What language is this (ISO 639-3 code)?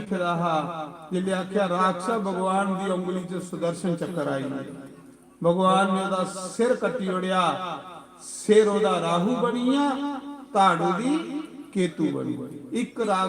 doi